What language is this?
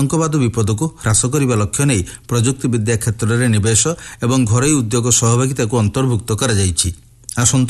Odia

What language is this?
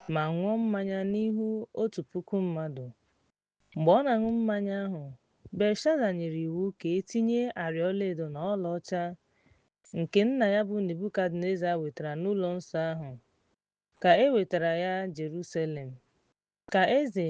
Igbo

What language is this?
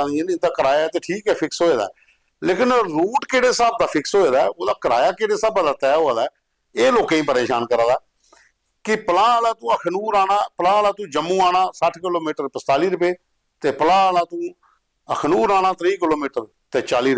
Dogri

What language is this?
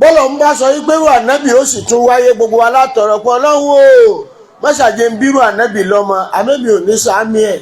Yoruba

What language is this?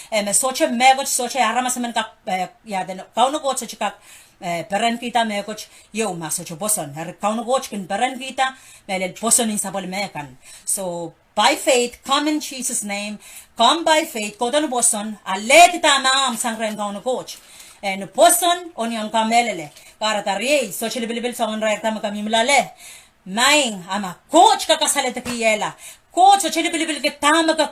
Pohnpeian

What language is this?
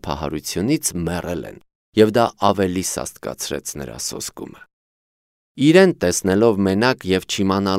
Armenian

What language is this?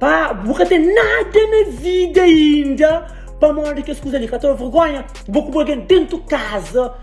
Kabuverdianu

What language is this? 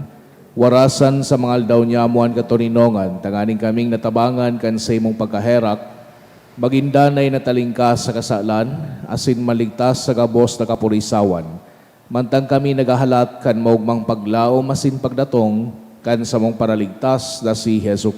Bikol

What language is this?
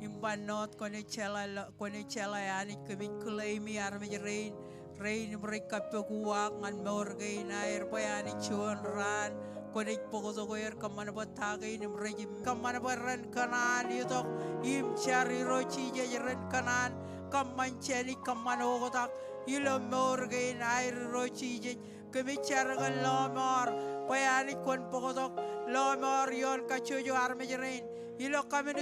Marshallese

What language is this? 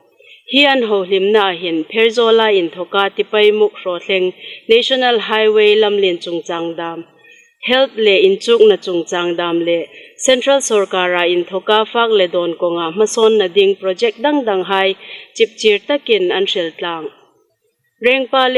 Hmar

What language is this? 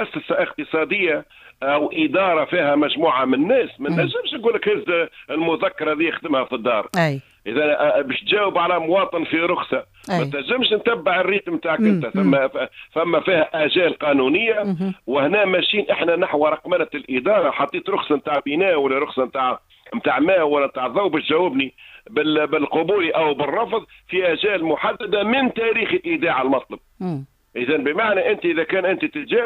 Tunisian Arabic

